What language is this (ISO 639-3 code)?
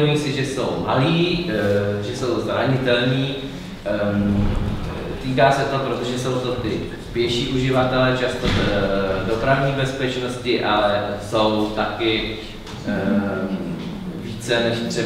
ces